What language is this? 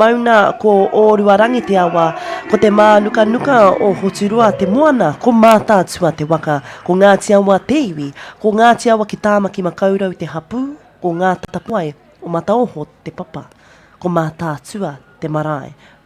Māori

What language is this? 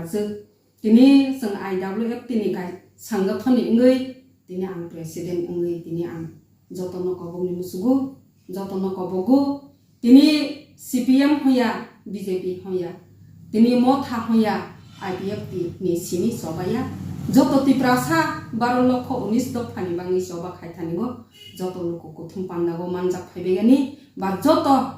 Kok Borok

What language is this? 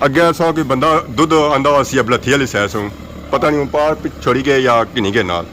Pahari-Potwari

